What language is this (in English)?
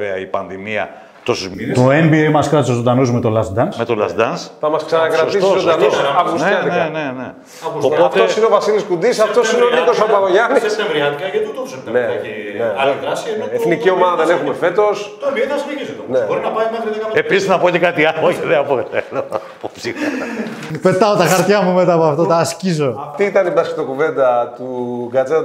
Greek